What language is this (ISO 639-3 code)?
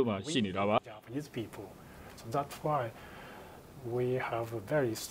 mya